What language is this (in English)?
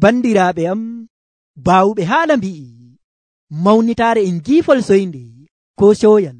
Nigerian Fulfulde